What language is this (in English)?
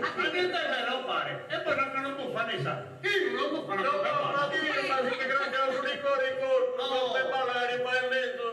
Sardinian